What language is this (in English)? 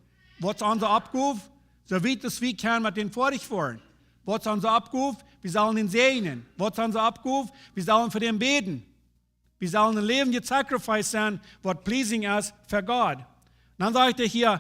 Plautdietsch